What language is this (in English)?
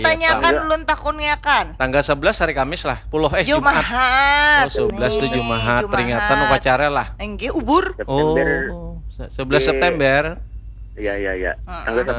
Banjar